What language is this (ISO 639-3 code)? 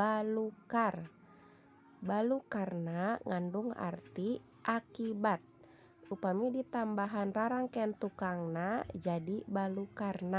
sun